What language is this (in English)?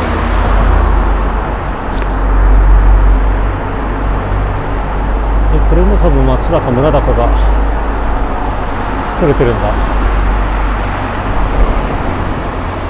Japanese